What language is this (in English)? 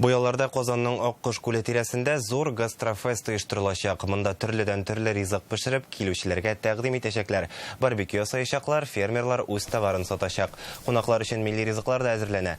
Tatar